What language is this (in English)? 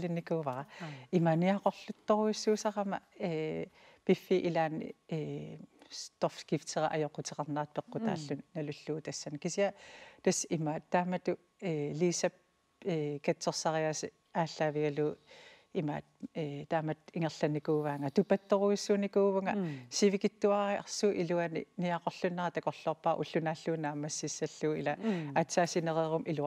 Kalaallisut